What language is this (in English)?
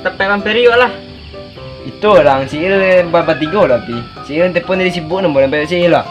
Minangkabau